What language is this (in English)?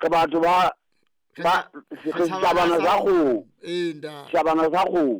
Southern Sotho